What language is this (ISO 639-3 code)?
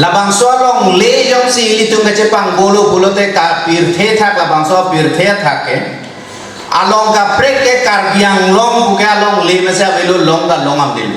mjw